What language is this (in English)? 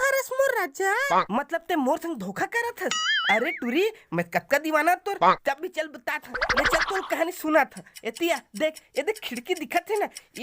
Chhattisgarhi